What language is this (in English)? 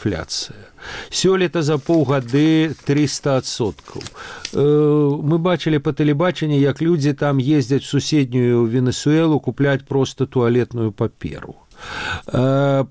Belarusian